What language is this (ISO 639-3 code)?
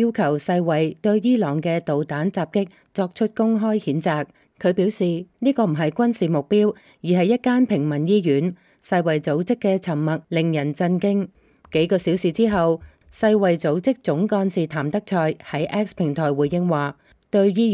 yue